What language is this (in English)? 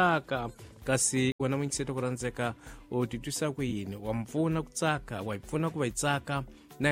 Tsonga